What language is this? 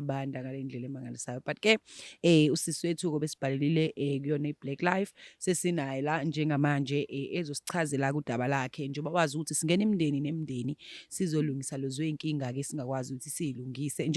Zulu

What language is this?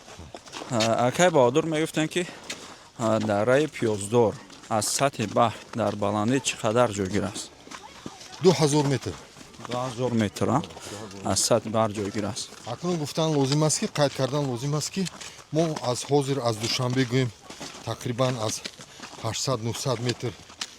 Tajik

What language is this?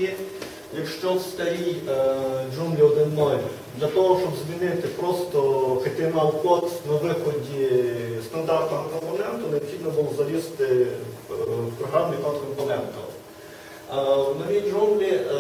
Ukrainian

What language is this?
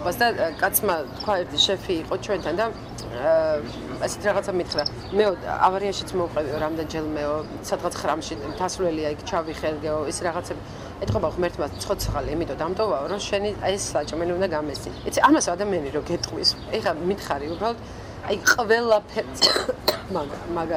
Georgian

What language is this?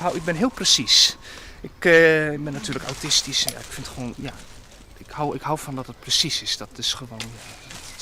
Western Frisian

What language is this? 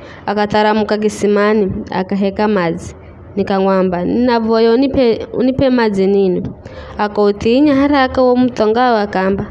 Giryama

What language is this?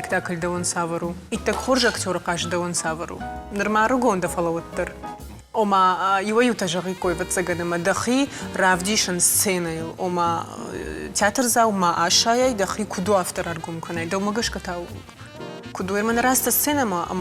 Ossetic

